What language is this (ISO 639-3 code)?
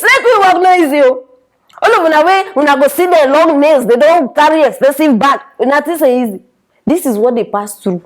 pcm